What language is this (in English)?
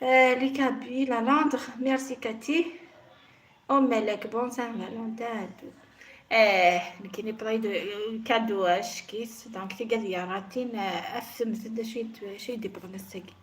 Kabyle